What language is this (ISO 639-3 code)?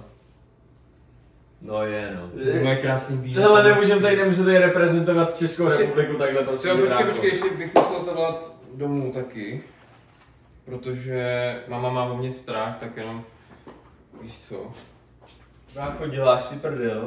ces